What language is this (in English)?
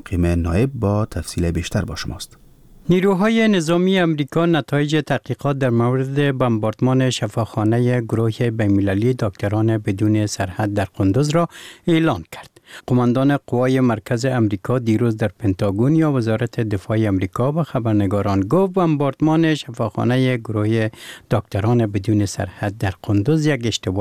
Persian